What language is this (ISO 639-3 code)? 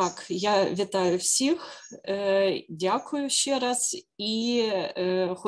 ukr